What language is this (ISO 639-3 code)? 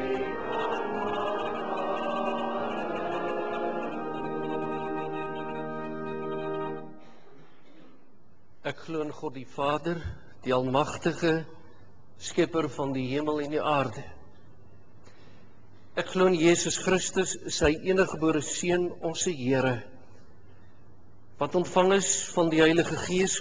afr